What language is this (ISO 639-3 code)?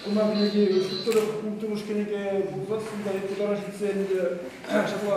chv